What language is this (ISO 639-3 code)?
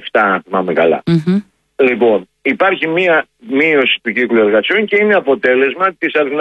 ell